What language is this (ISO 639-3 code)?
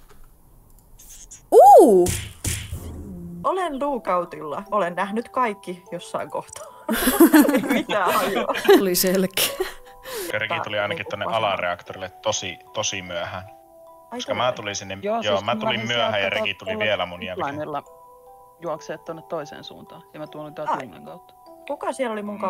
fin